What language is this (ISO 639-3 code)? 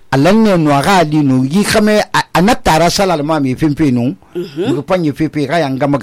sus